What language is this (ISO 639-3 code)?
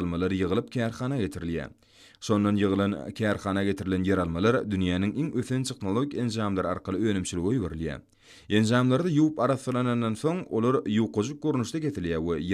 tuk